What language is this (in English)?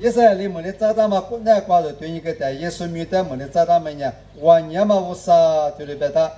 Lisu